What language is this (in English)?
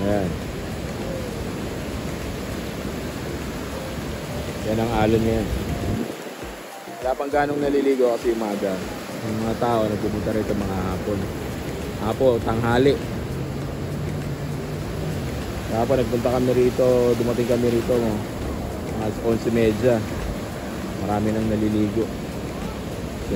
Filipino